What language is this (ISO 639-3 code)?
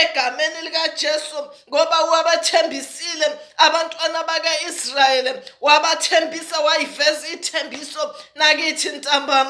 zul